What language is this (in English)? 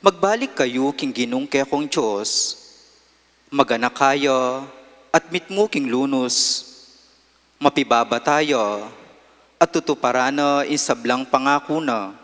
Pampanga